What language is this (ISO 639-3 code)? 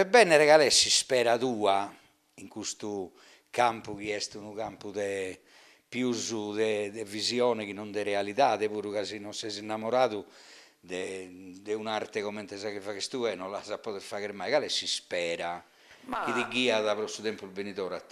srd